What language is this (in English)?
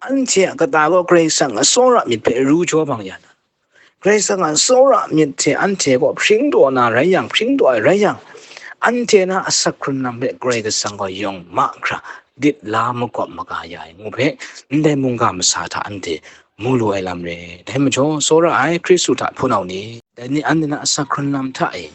Kachin